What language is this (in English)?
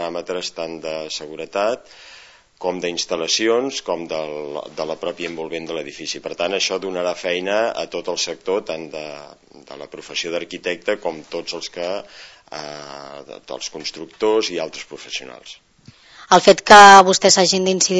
Catalan